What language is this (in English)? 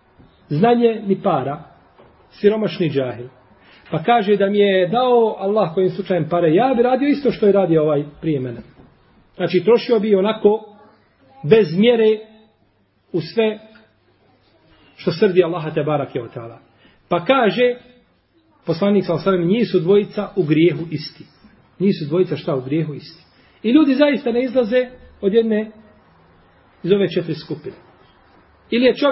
Bosnian